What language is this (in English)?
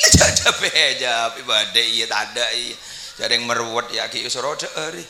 Madurese